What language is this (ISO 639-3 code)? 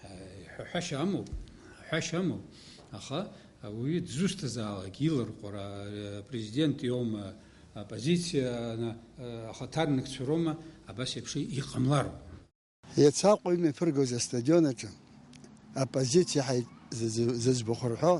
abk